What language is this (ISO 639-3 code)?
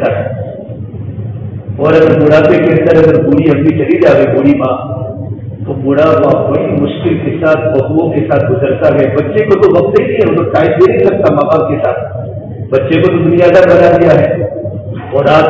urd